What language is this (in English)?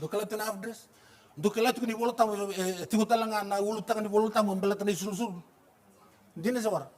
Fijian